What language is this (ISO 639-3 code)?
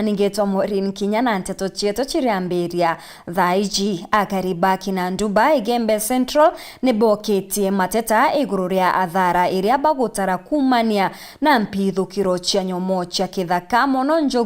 mer